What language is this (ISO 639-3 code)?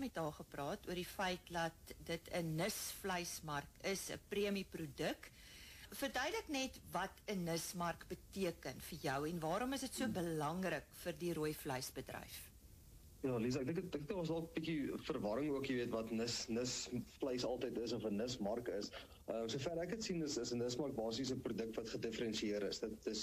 afr